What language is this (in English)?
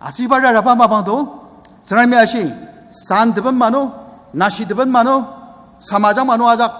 Ao Naga